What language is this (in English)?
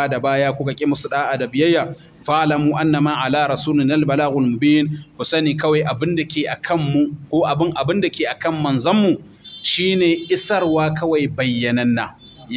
Hausa